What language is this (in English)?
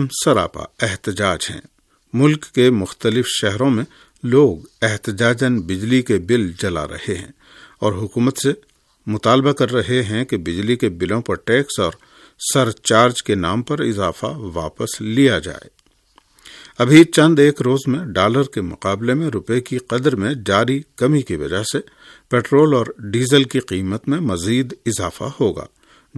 Urdu